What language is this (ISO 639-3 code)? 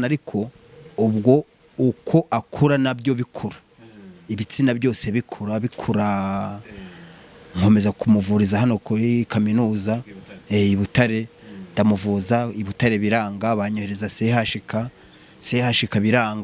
kin